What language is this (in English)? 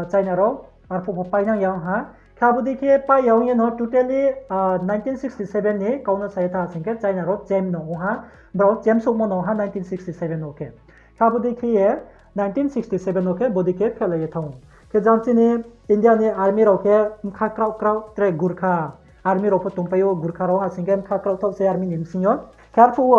Riang (India)